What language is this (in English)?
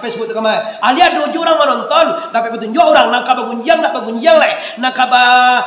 Minangkabau